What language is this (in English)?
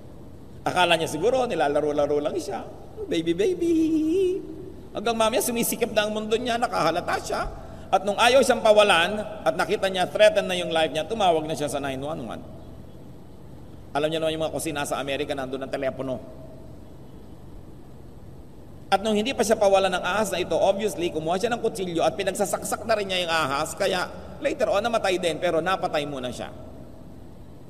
Filipino